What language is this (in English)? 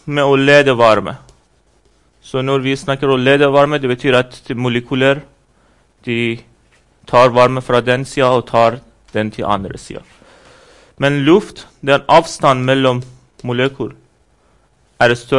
Norwegian